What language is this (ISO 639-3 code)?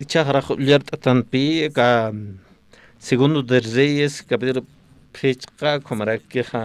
aym